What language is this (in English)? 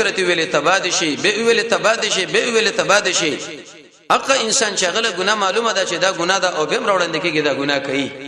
Pashto